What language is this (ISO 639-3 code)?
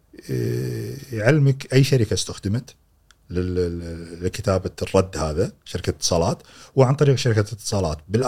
afb